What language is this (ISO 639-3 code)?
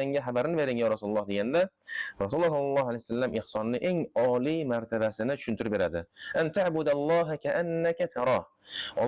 uzb